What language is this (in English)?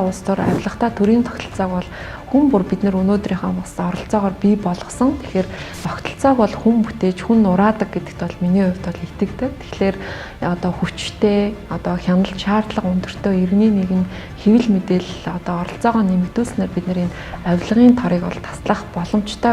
Mongolian